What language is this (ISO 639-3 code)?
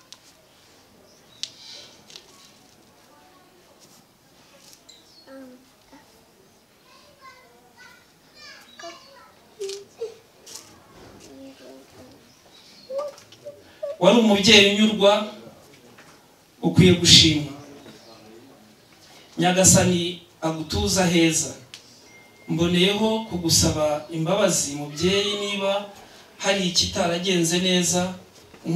kin